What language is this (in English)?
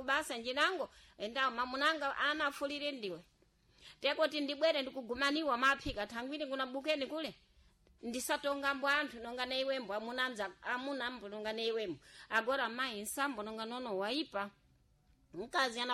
Sena